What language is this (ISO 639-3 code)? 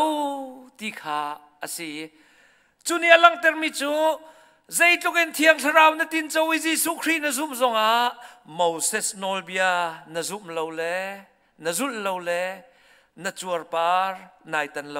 cnh